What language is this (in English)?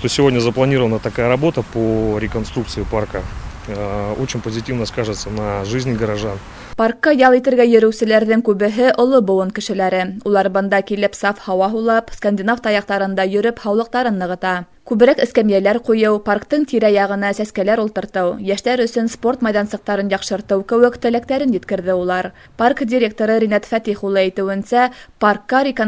Bashkir